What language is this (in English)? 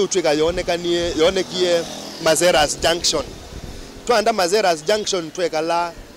Kamba